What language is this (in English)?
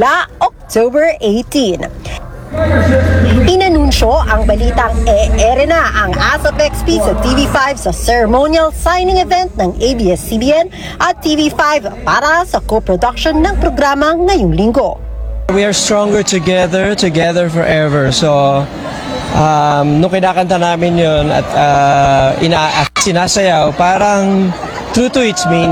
Filipino